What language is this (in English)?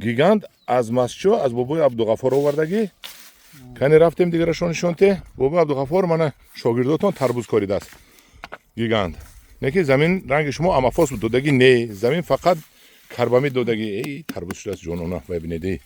Tajik